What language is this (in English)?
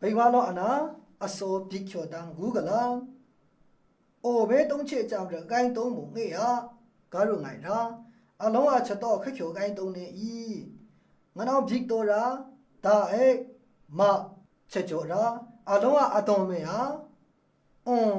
Maru